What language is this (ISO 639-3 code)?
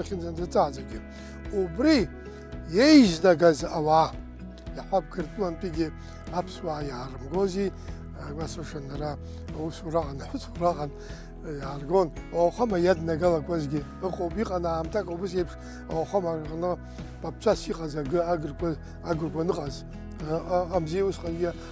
abk